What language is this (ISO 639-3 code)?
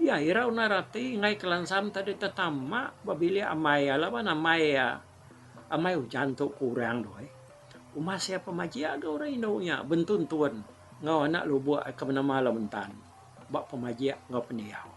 iba